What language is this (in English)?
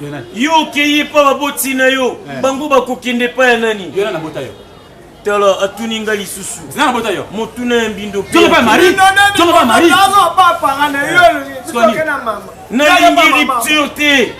Lingala